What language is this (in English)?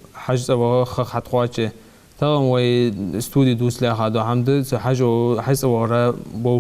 Ingush